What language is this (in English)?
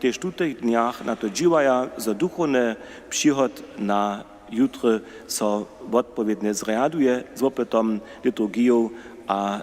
Upper Sorbian